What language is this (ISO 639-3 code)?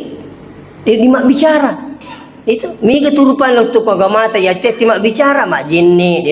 bug